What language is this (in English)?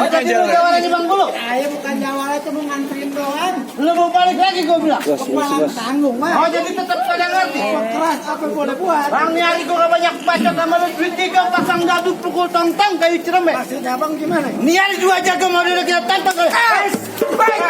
Betawi